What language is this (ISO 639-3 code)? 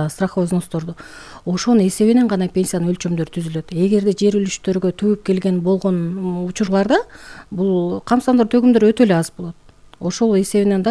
kir